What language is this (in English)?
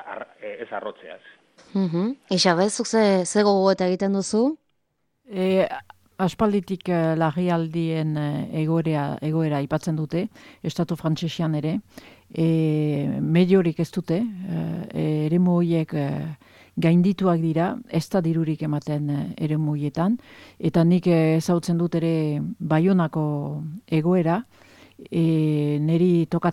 Basque